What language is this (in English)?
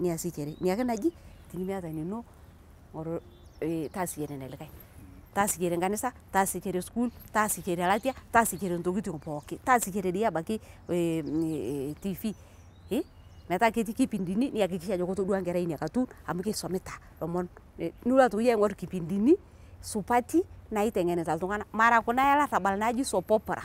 Masai